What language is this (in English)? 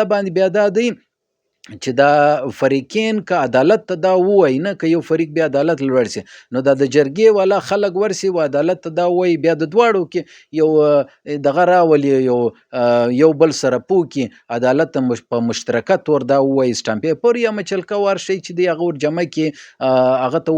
Pashto